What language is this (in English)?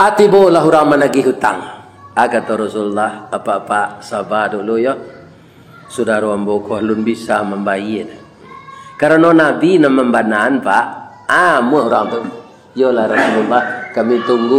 Minangkabau